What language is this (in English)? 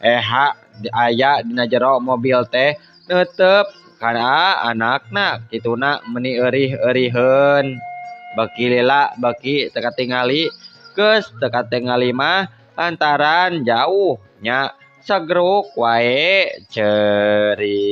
Sundanese